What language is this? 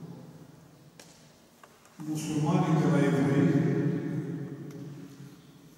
Romanian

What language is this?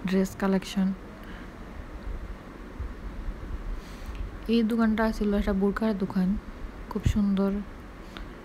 Bangla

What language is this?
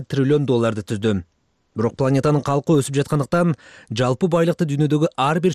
Kyrgyz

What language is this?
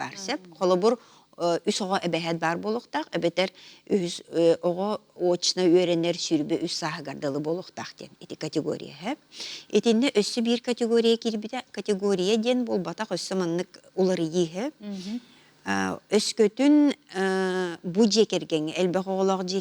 Yakut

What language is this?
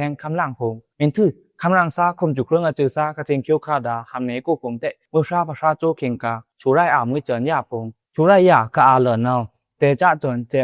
Pa'o Karen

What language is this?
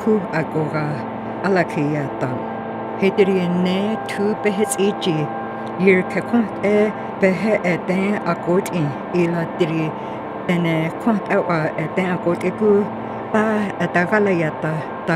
North Slavey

